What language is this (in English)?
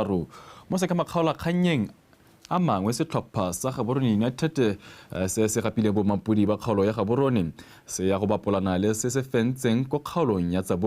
Tswana